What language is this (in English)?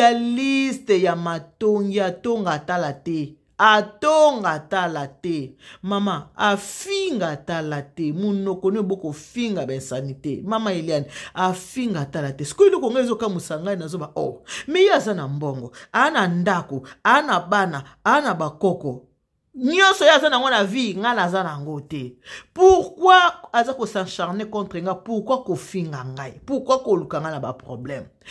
Lingala